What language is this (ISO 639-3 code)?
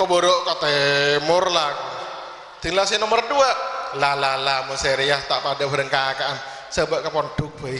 mad